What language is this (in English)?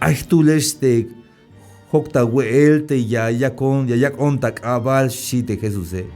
Tzeltal